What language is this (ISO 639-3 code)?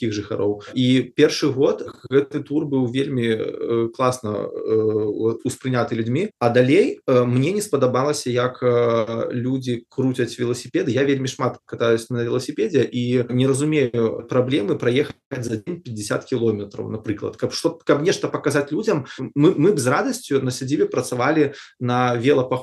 bel